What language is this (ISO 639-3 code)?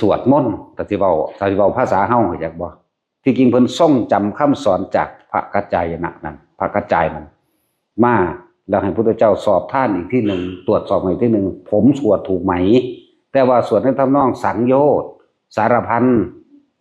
tts